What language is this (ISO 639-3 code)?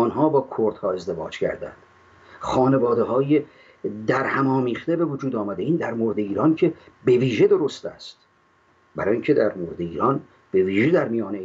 fas